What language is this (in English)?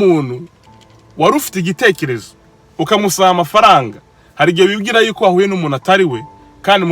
Kinyarwanda